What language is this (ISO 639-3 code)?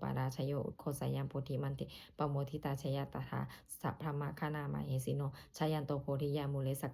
pli